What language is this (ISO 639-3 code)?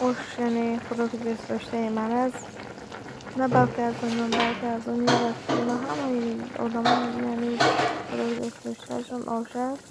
tgk